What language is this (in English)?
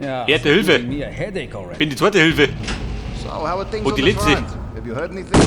Bavarian